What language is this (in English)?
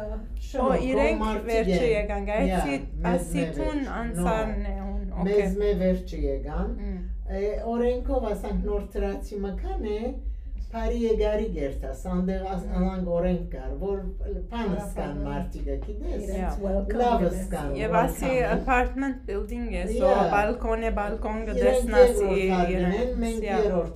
Western Armenian